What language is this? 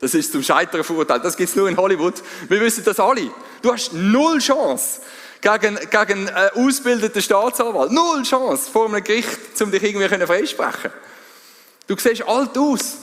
Swiss German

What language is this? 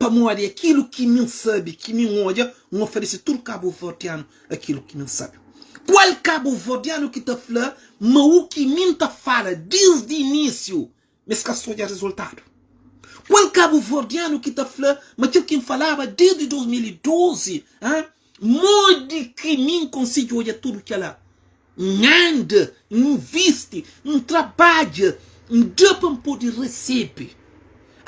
Kabuverdianu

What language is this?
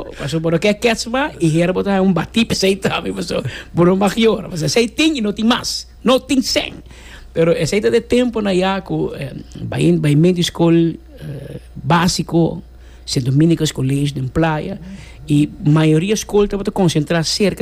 Papiamento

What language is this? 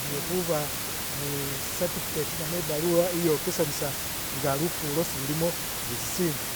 Masaaba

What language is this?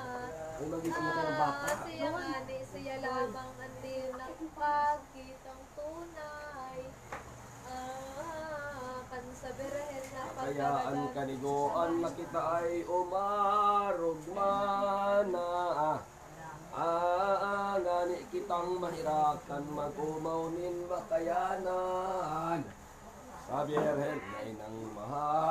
Bikol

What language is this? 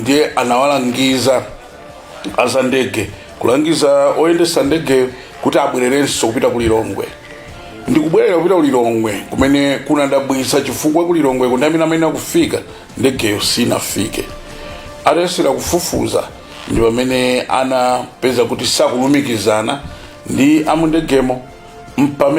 Nyanja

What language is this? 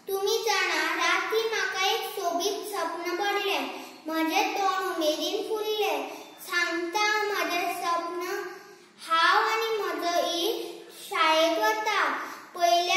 Konkani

